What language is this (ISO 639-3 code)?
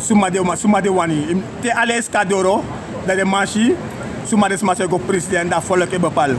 srn